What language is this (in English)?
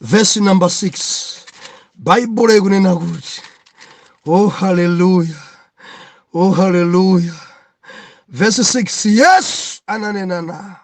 Nyanja